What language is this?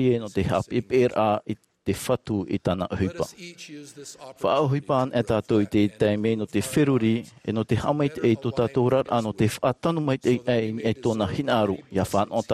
Tahitian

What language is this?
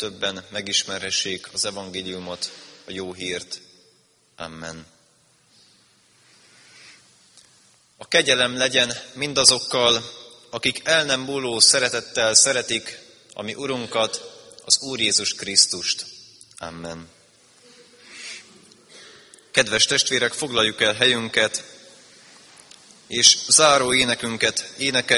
Hungarian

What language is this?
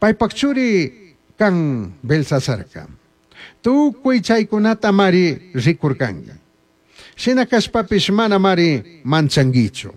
Chimborazo Highland Quichua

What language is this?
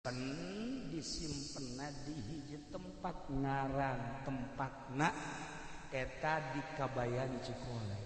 Sundanese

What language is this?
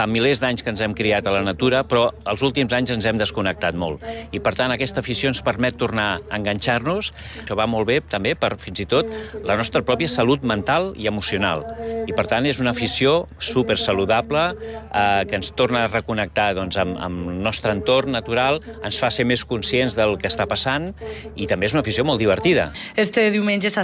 Catalan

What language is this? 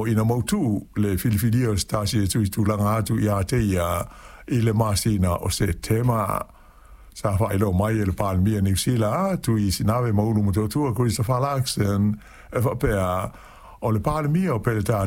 Samoan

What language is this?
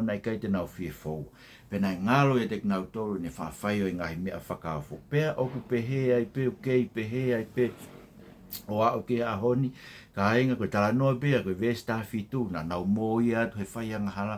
Tongan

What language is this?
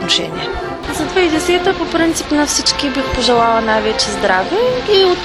Bulgarian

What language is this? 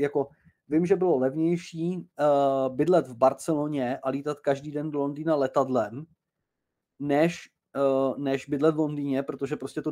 Czech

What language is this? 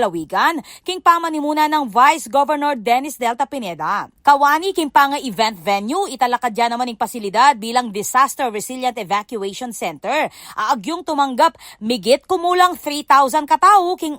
Pampanga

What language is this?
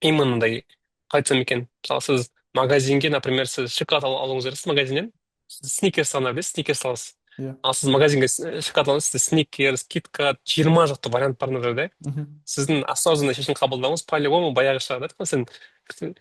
Kazakh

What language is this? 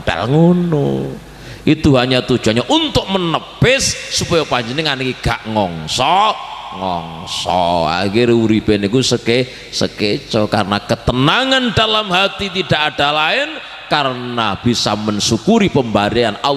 Javanese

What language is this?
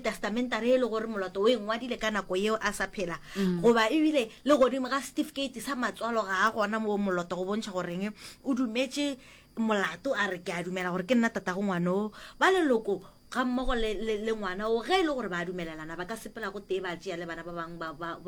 Northern Sotho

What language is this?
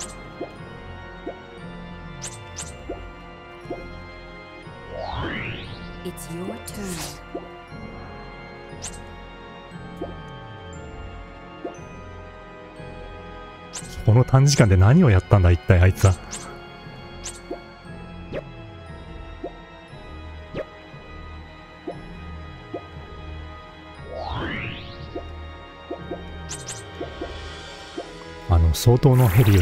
Japanese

